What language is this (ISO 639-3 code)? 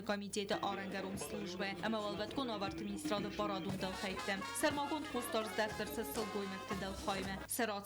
oss